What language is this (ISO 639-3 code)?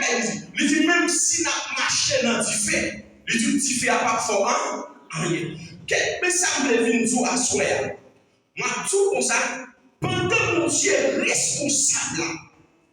hat